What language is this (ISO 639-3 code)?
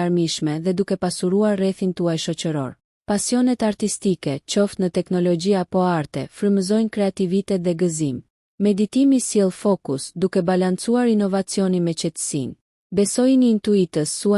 sqi